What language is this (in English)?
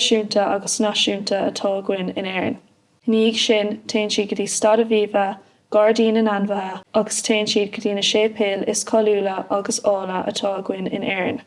Irish